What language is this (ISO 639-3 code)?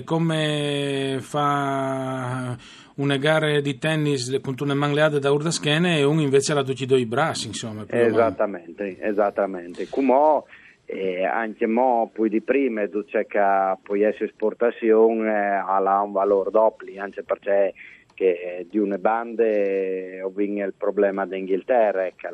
fur